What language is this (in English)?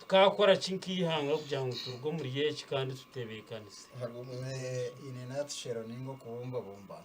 Nyankole